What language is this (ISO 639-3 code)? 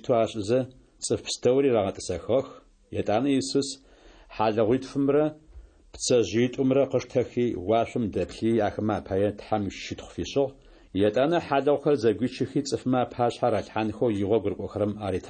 ady